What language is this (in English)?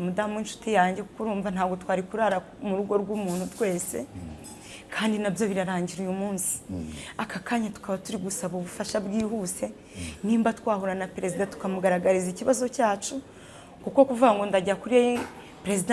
Kinyarwanda